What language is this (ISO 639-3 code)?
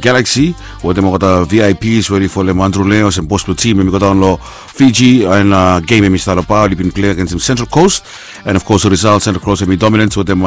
bis